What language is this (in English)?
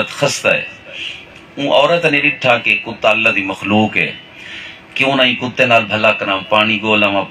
Saraiki